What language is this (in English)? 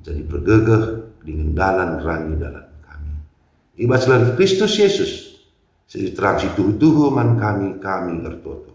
Batak Karo